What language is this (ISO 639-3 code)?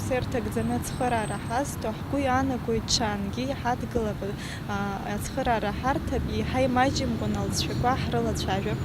abk